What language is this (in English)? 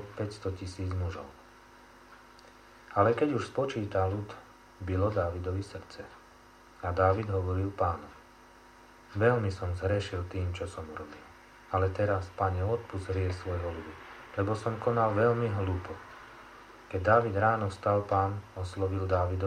Slovak